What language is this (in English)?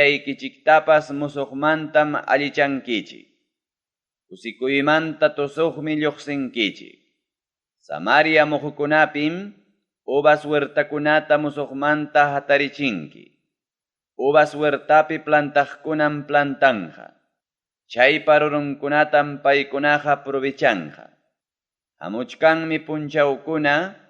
Ayacucho Quechua